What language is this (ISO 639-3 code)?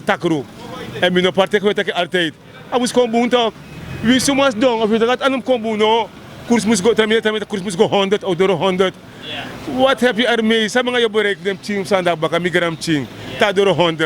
srn